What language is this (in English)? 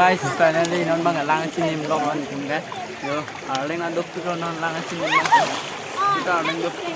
Karbi